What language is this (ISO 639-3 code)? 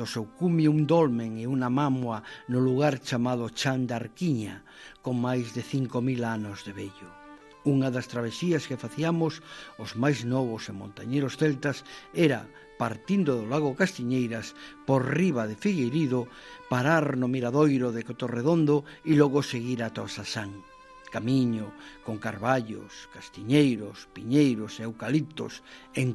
glg